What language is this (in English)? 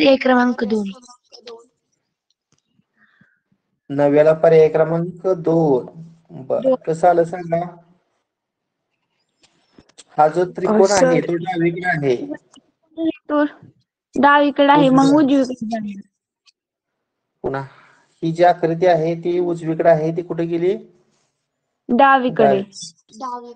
Marathi